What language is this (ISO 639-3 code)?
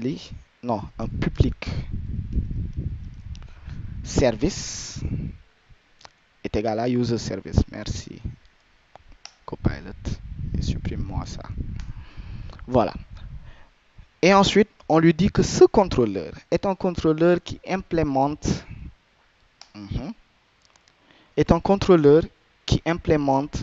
fra